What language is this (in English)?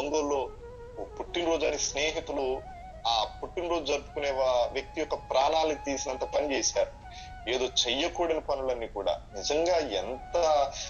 Telugu